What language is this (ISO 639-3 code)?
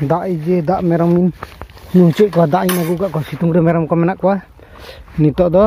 sat